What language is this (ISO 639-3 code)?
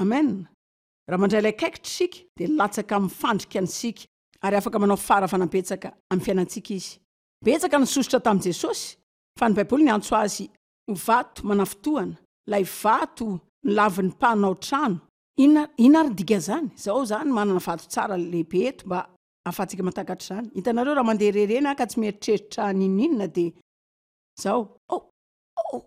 mlg